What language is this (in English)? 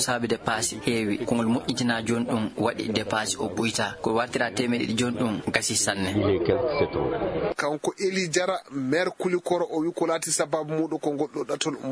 Fula